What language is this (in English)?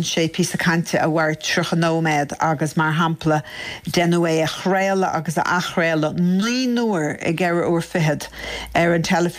Irish